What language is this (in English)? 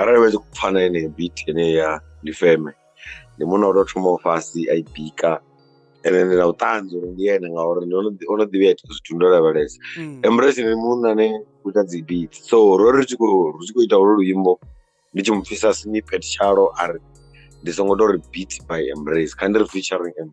Venda